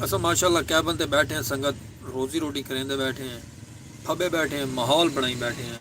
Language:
Saraiki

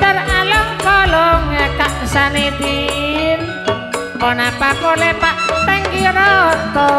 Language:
Madurese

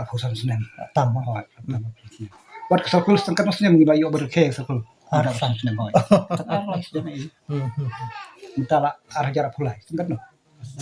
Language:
Khasi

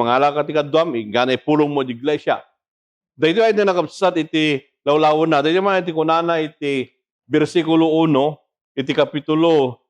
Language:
Iloko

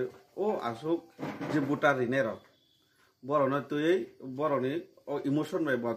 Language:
Kok Borok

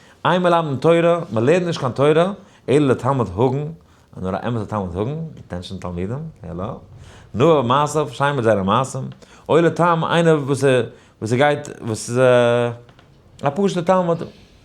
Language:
Yiddish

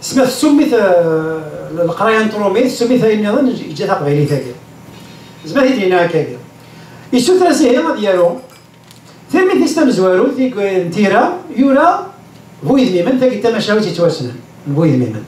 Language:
Kabyle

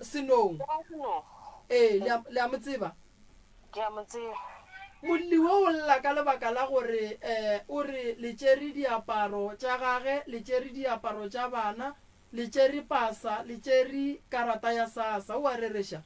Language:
Northern Sotho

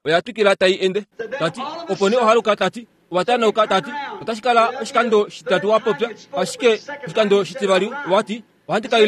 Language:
Kuanyama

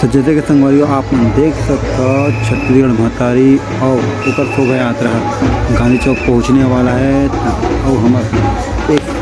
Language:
Chhattisgarhi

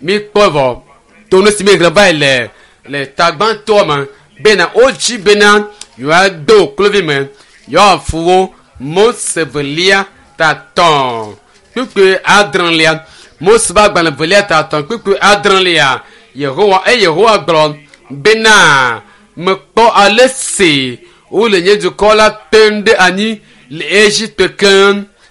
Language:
Ewe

